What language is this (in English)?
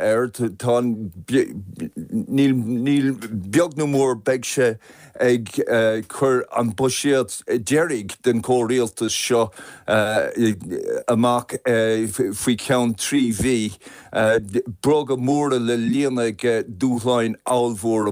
Irish